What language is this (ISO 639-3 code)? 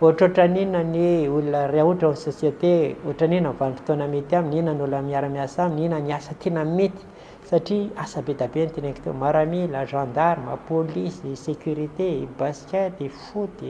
mlg